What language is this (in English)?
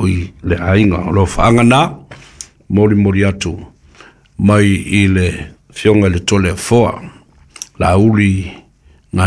Samoan